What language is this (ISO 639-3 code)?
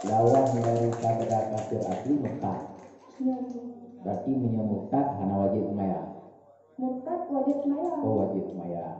ace